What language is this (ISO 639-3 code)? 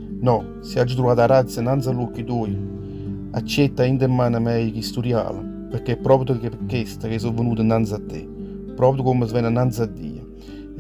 nap